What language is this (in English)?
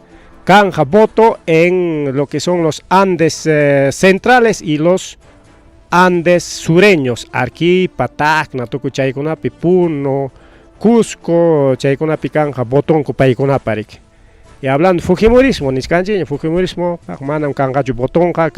Ayacucho Quechua